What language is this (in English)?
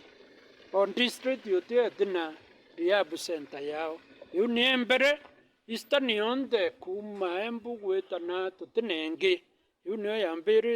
Meru